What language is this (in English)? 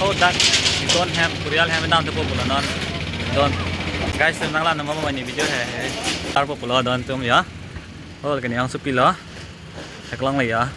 Karbi